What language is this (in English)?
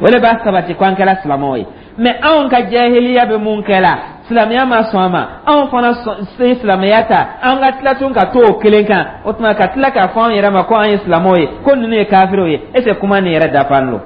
Dyula